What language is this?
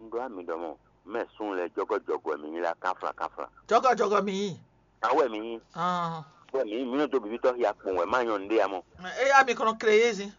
Fon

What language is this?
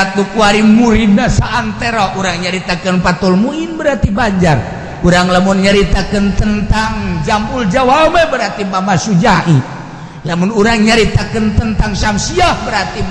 Sundanese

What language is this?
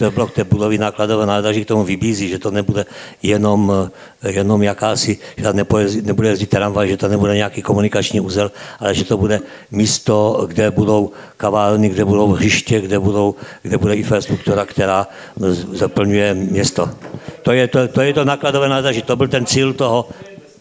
Czech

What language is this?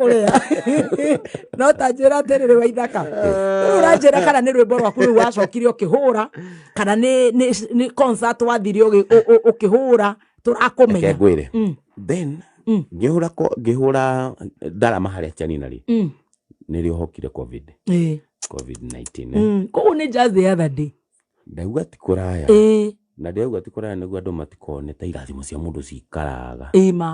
Kikuyu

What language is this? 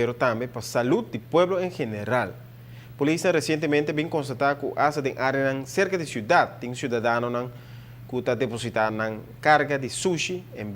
Papiamento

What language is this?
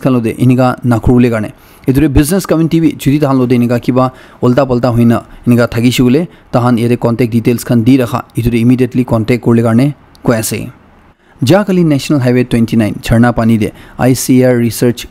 Naga Pidgin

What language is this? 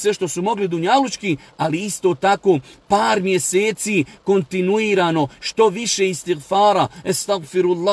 Bosnian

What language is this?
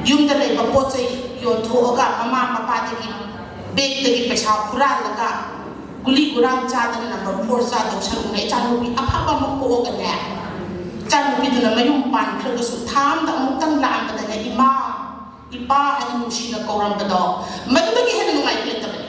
Manipuri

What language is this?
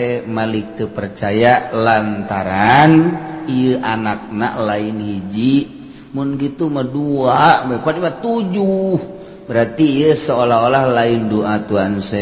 Sundanese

